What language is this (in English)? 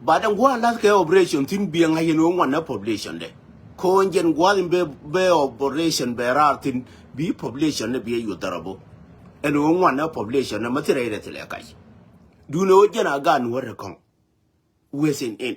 Nuer